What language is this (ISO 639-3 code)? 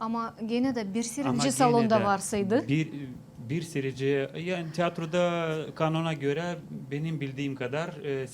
gag